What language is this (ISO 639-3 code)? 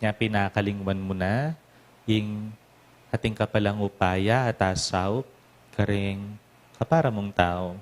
pam